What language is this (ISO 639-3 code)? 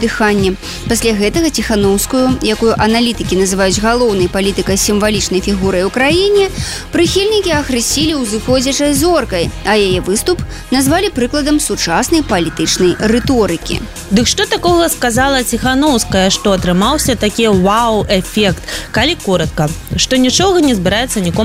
bel